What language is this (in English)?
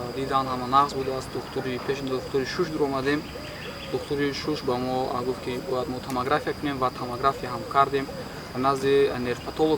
Tajik